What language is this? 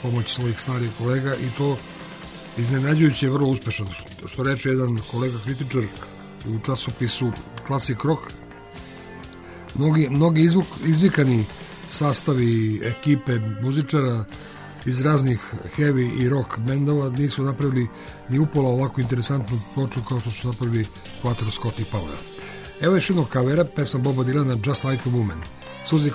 Serbian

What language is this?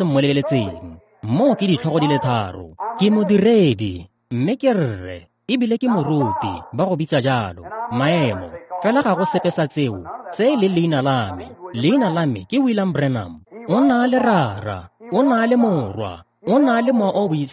Tswana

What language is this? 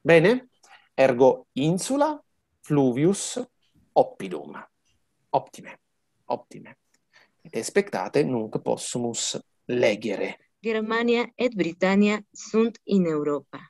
Latin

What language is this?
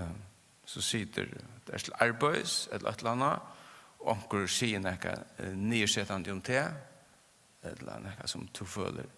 Faroese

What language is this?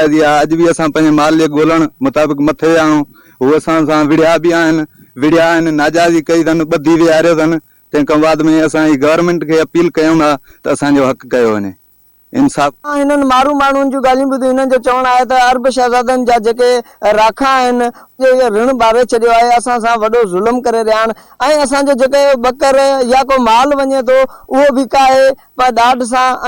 Sindhi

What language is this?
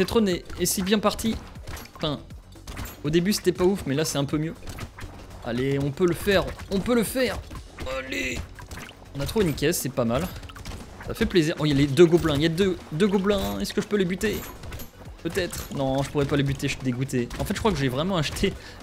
French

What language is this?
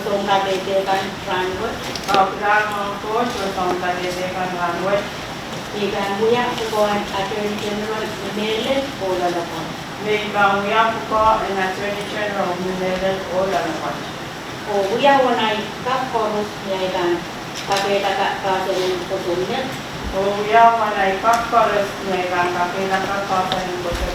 Pohnpeian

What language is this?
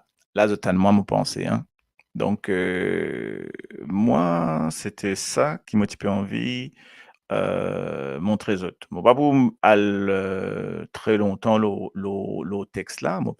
Morisyen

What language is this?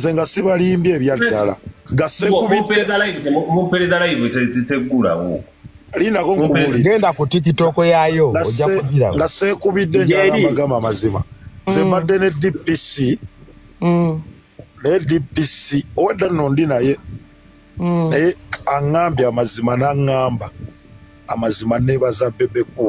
Ganda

